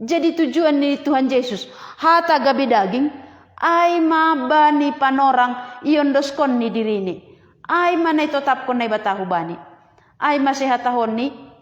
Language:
Batak Simalungun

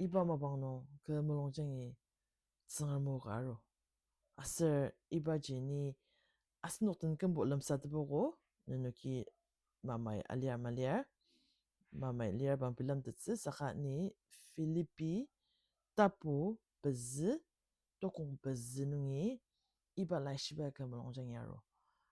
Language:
Ao Naga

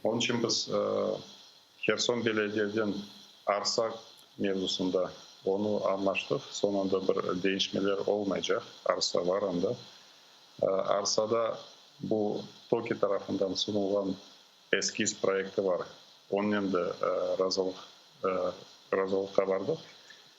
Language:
Crimean Tatar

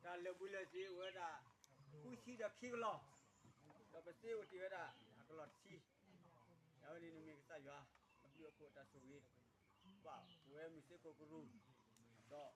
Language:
S'gaw Karen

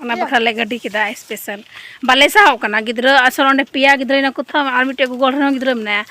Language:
Santali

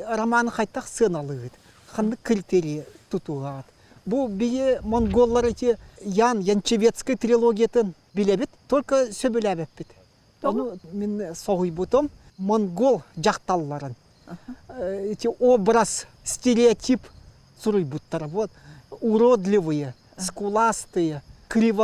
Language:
Yakut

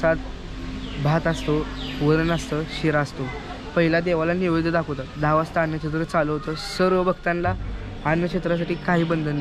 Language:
Marathi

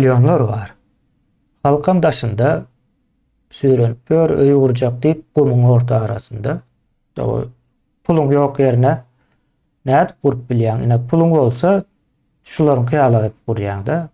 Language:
Turkmen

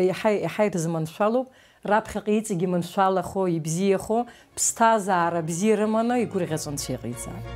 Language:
Abkhazian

